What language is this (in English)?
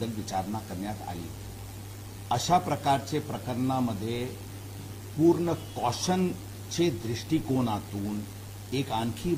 Marathi